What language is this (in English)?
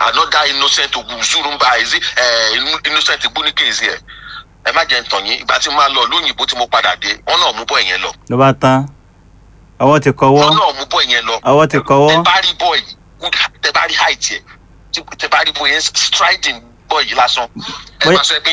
Yoruba